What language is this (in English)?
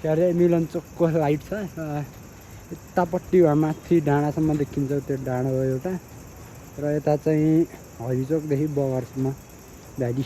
Nepali